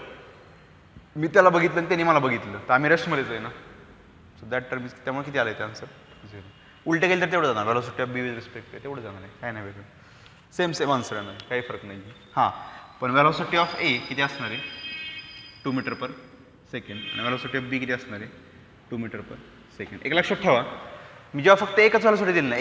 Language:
Marathi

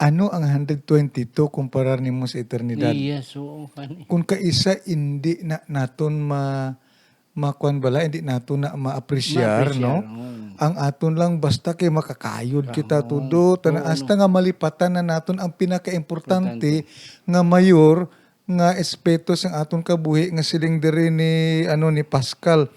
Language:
Hiligaynon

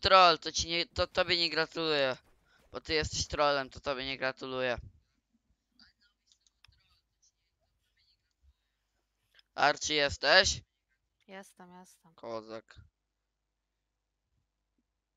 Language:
Polish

